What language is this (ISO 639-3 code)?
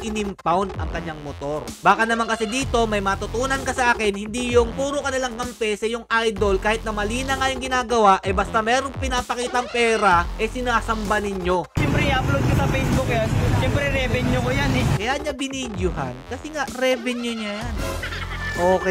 fil